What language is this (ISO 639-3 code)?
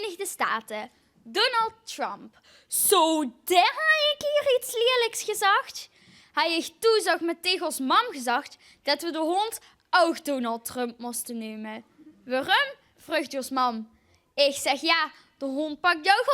lim